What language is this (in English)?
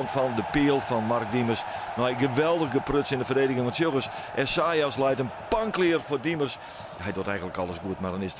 Western Frisian